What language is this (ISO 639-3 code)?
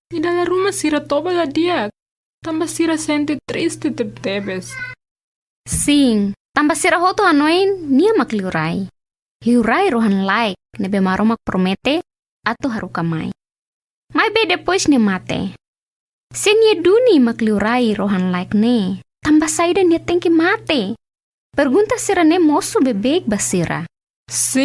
tet